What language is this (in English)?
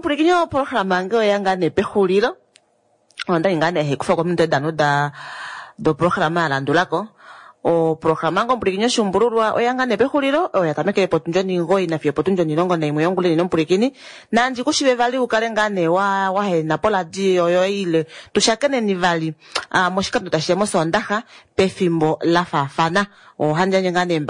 Kuanyama